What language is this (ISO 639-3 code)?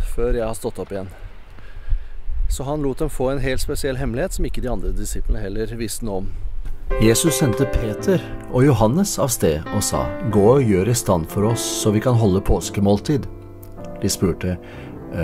nor